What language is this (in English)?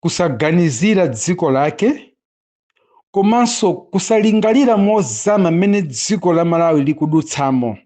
Nyanja